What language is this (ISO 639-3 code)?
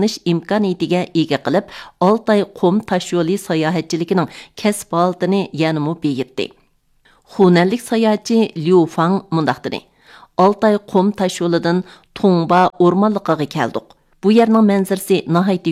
uig